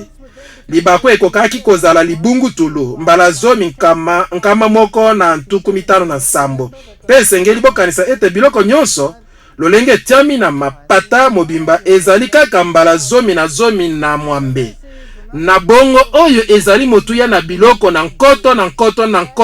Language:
Lingala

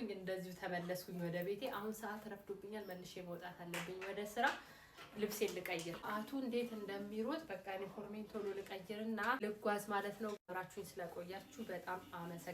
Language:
Amharic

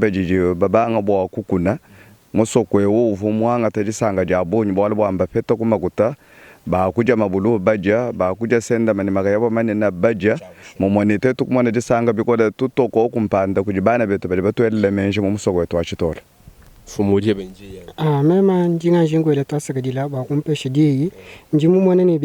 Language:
Luba-Lulua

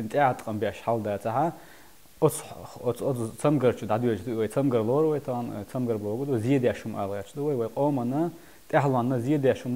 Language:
Chechen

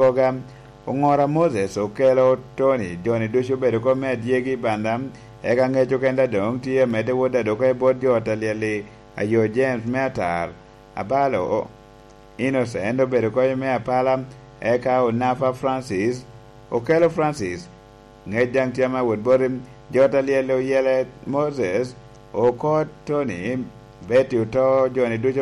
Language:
Lango (Uganda)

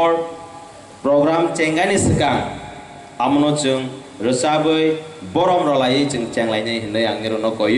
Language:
Kok Borok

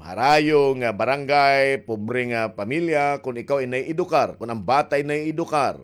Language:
Waray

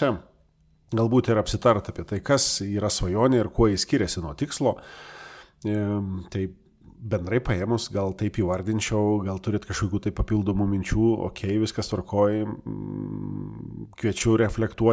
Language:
Lithuanian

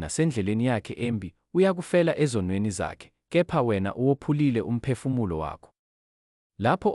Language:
Zulu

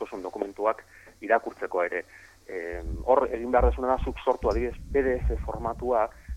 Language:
Basque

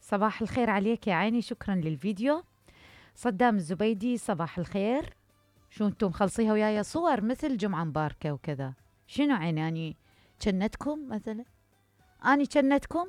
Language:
Mesopotamian Arabic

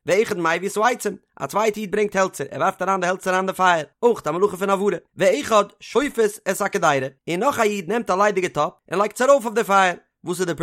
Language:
Yiddish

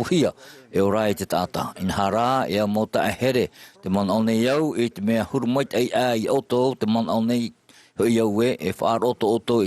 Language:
Tahitian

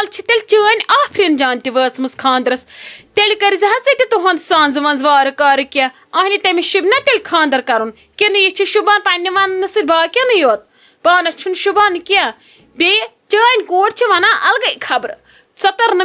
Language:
Kashmiri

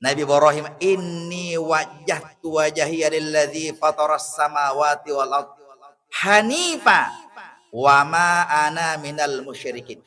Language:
Buginese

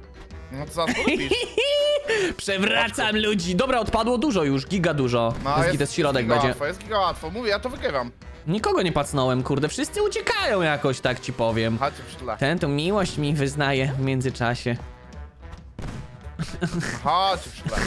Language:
Polish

